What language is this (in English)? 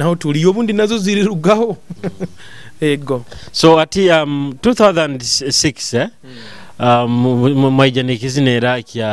Nyoro